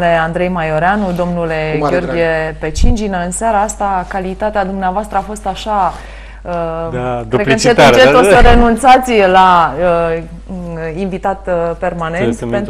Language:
Romanian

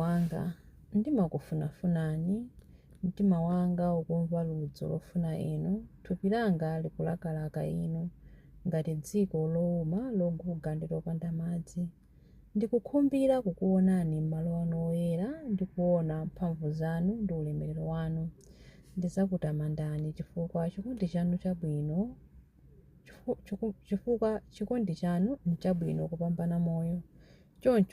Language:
Nyanja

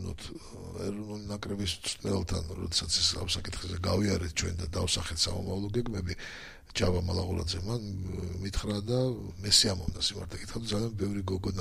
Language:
Georgian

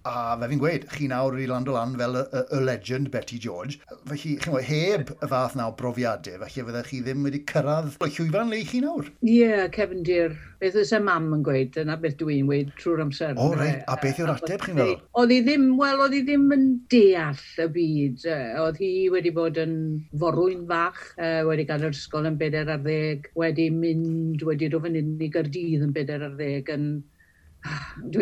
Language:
Welsh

